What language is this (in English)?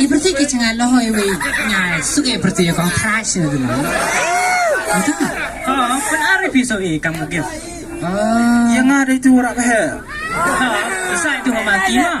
Khasi